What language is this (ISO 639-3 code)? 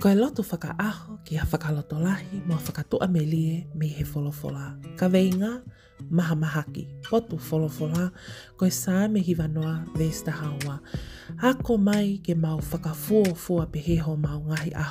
ton